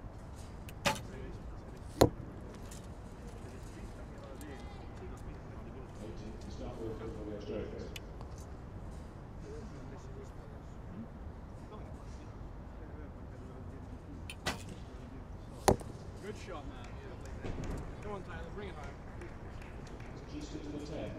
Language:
English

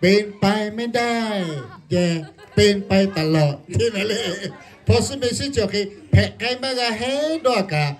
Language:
Lahu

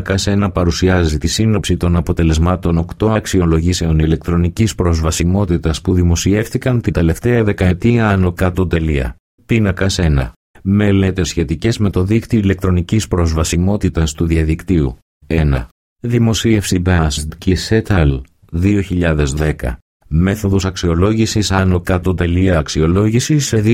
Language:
Greek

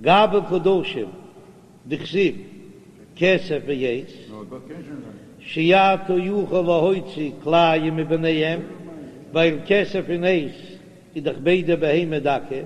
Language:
Yiddish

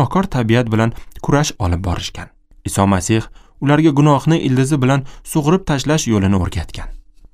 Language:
Uzbek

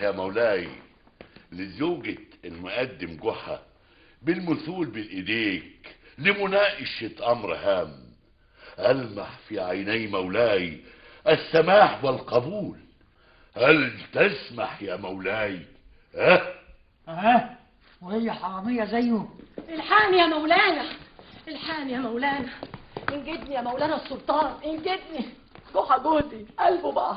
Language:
Egyptian Arabic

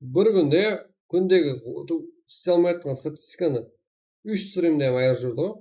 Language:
Kara-Kalpak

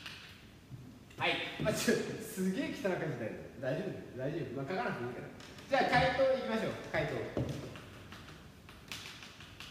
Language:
Japanese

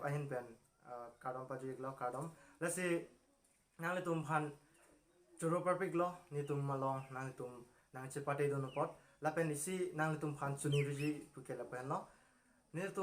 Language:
Karbi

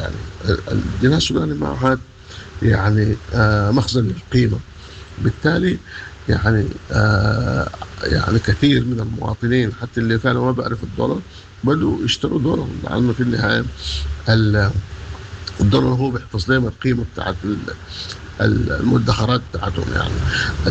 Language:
Sudanese Arabic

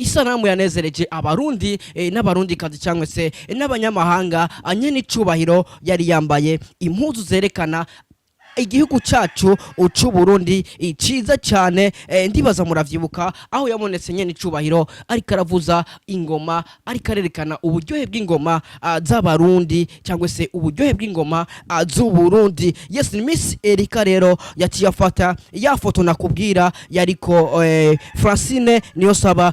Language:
Rundi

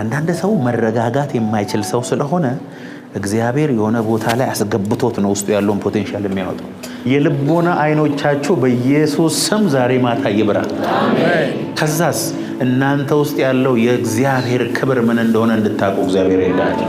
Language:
Amharic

